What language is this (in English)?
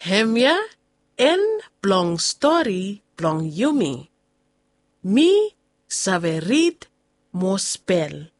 Bislama